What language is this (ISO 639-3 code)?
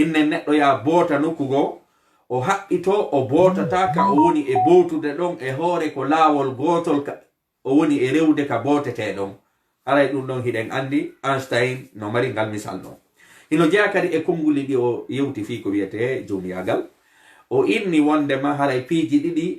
ful